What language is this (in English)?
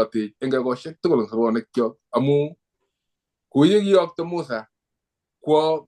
Kalenjin